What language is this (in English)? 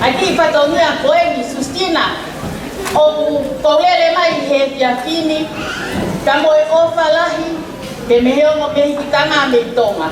Tongan